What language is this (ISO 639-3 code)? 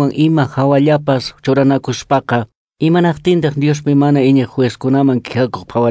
que